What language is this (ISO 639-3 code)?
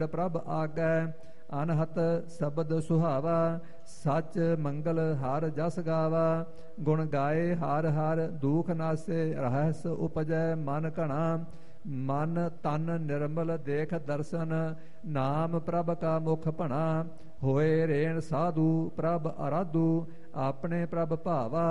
pan